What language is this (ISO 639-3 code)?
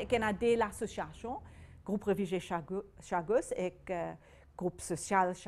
mfe